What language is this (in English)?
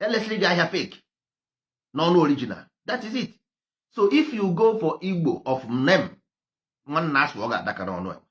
Igbo